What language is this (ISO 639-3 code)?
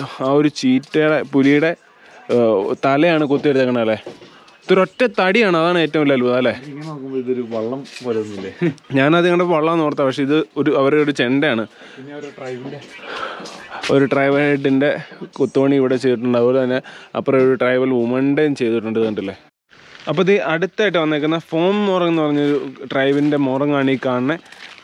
mal